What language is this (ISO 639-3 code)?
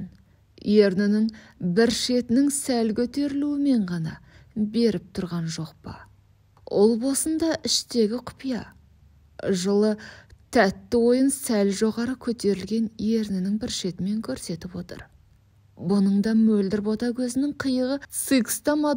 kaz